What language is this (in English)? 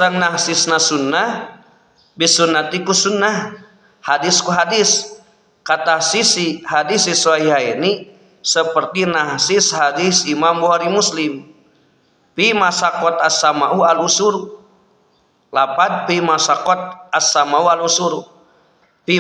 Sundanese